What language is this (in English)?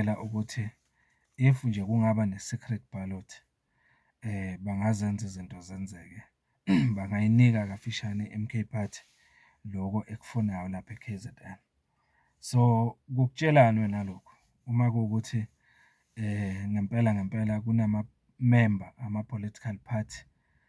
Zulu